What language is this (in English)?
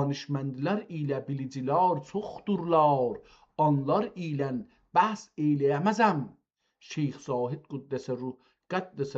South Azerbaijani